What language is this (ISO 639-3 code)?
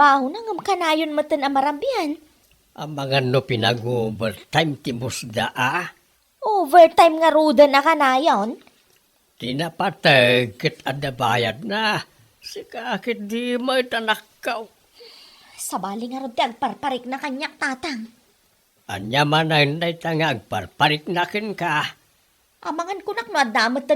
ilo